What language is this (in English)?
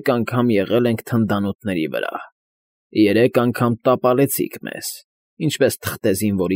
Armenian